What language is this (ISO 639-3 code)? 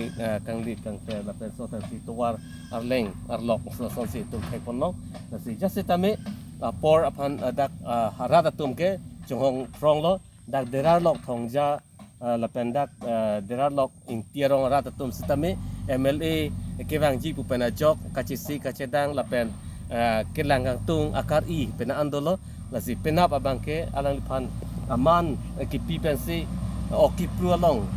mjw